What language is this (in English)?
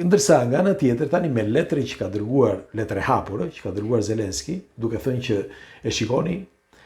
Albanian